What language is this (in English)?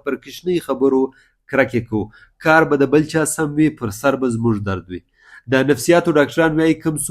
Pashto